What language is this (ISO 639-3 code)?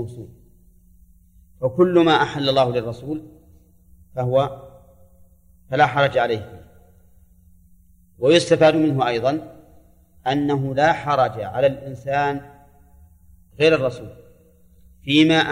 ara